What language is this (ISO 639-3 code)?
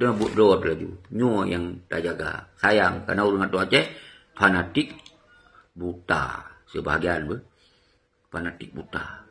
ace